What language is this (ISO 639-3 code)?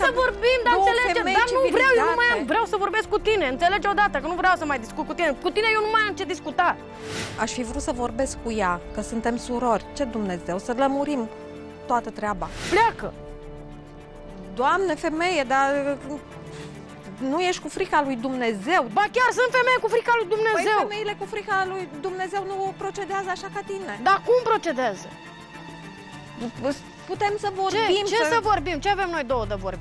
ron